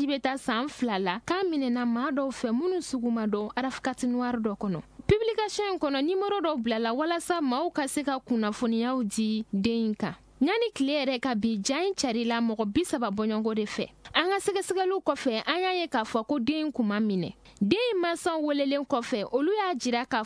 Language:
Bambara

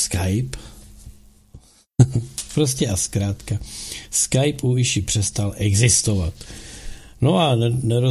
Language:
Czech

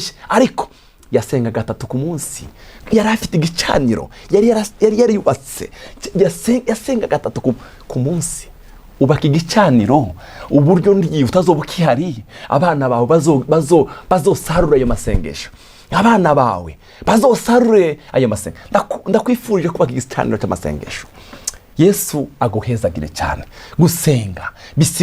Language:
Rundi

